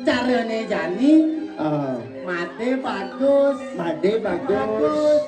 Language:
Balinese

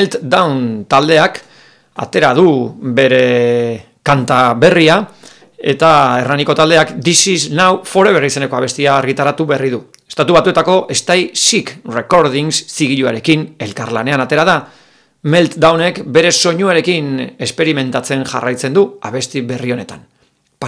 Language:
Basque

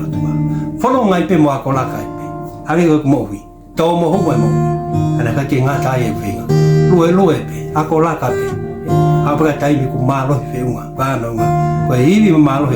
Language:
Tongan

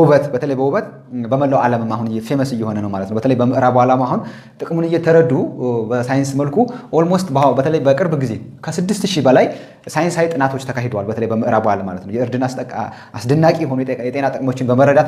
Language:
Amharic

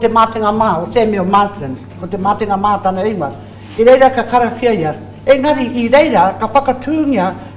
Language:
Māori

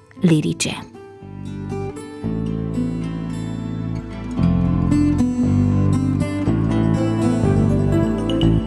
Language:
Romanian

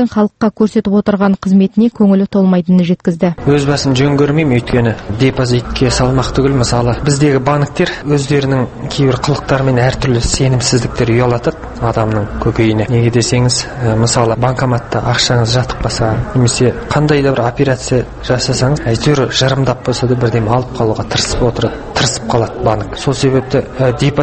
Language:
Kazakh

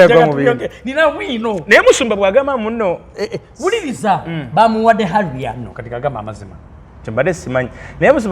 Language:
Ganda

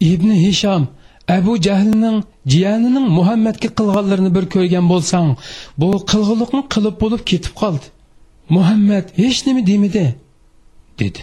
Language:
Uyghur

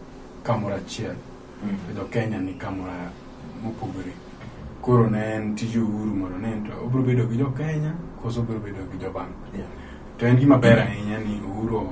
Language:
Luo (Kenya and Tanzania)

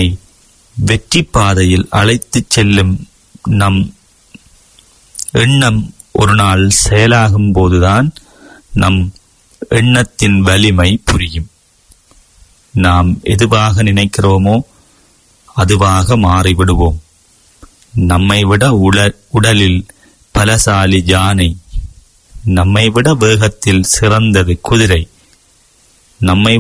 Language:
Tamil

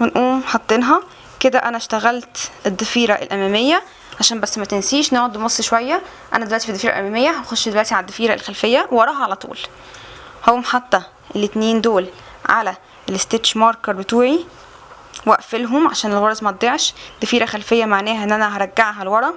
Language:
Egyptian Arabic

